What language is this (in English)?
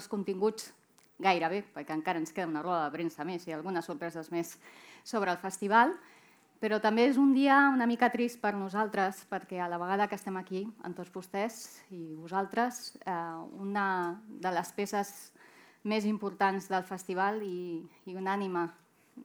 Catalan